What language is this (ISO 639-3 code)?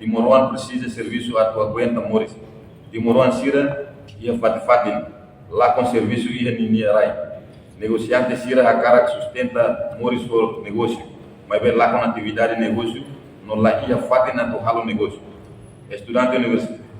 tet